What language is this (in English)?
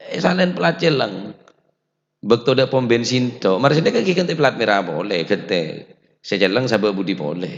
Madurese